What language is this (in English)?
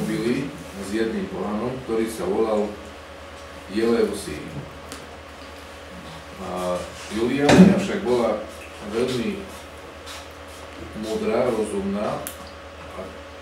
Slovak